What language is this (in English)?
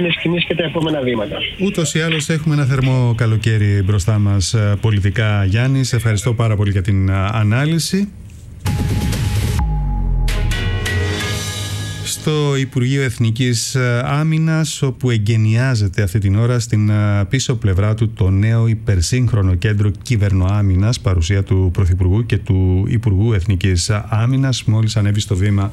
Greek